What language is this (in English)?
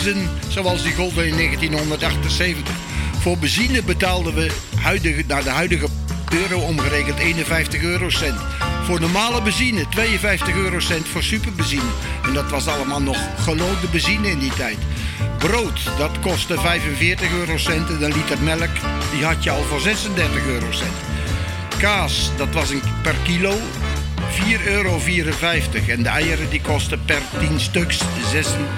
Dutch